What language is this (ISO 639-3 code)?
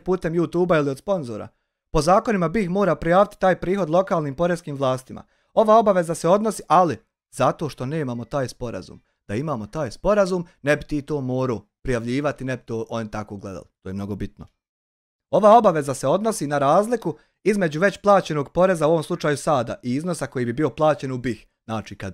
bos